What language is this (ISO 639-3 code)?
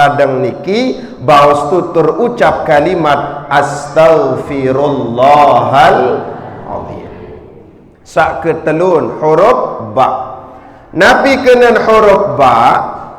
sas